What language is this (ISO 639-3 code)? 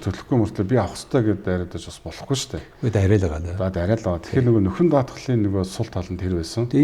mon